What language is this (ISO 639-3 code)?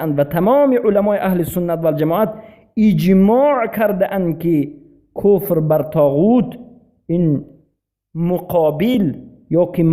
fas